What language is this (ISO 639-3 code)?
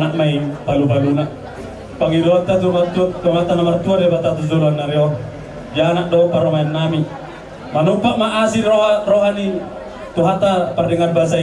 bbc